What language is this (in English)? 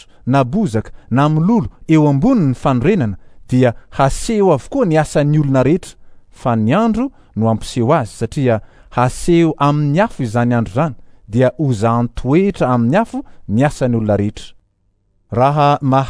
Malagasy